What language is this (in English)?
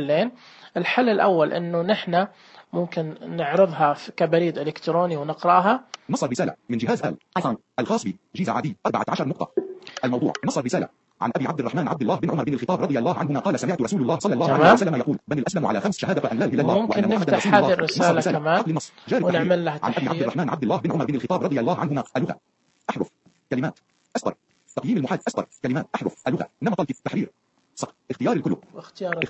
Najdi Arabic